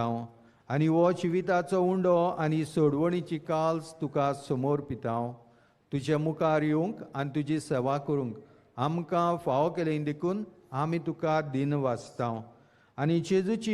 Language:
Konkani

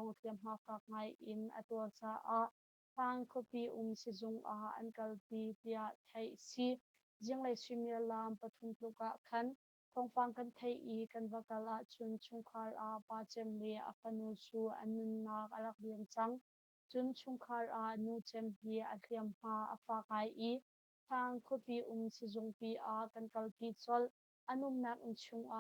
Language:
Hakha Chin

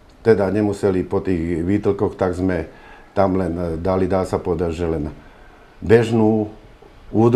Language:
Slovak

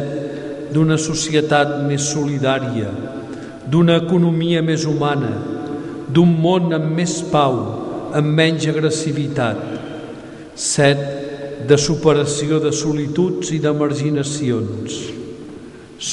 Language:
Catalan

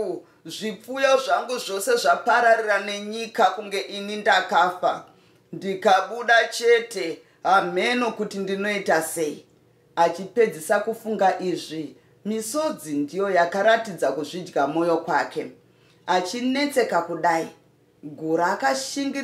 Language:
Shona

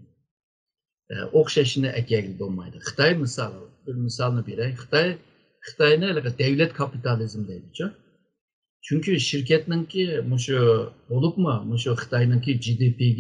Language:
Uyghur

